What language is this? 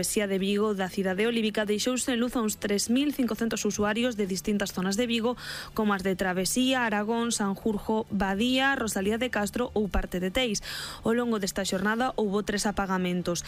Galician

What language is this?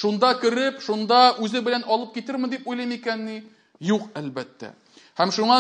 Tatar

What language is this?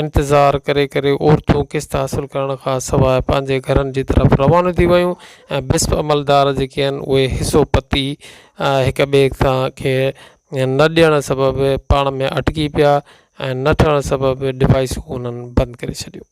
Sindhi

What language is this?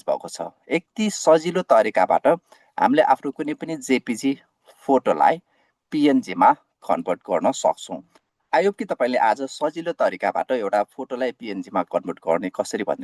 Nepali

